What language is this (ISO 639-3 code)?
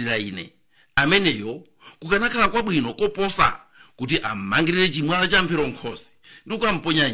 nya